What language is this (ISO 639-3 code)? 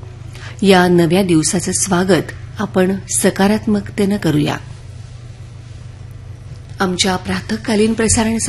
mar